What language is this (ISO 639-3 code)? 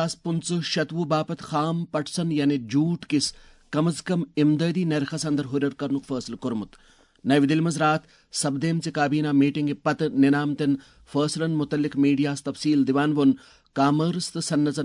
kas